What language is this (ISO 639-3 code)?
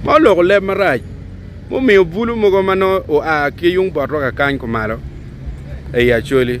ach